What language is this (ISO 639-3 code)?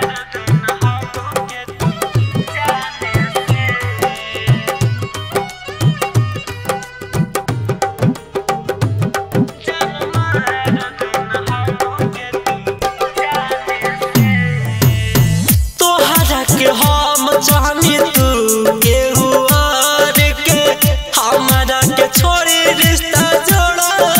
bho